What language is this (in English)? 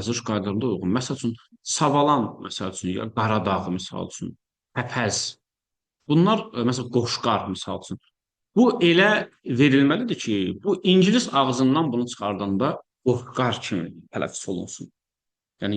Azerbaijani